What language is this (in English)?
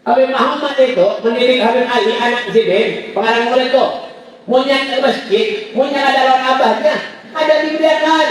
Banjar